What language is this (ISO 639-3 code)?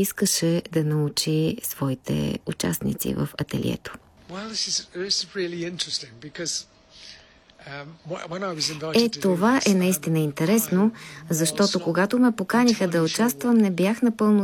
bul